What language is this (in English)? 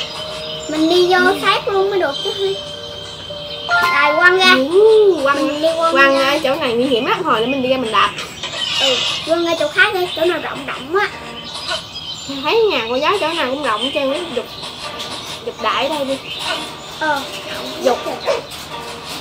Vietnamese